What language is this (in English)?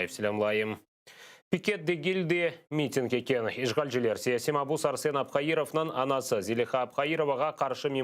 Crimean Tatar